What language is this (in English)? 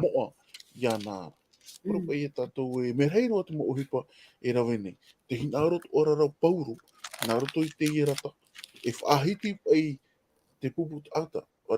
Tahitian